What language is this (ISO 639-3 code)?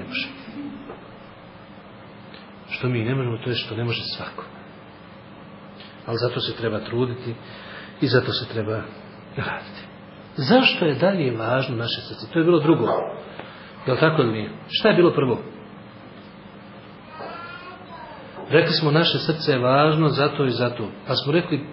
bos